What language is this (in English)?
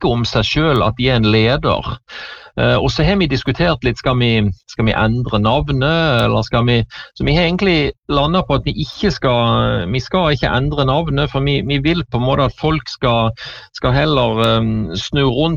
Norwegian